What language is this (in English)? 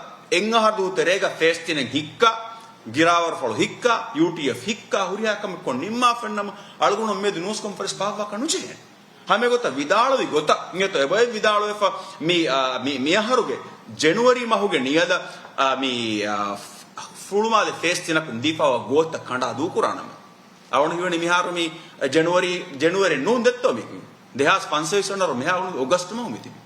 Divehi